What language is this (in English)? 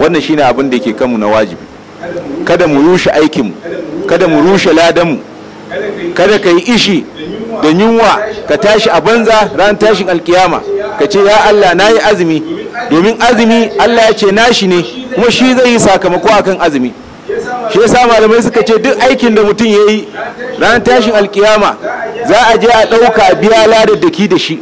Hausa